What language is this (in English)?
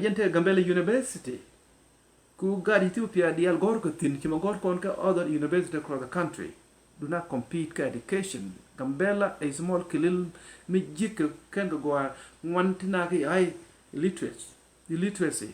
Nuer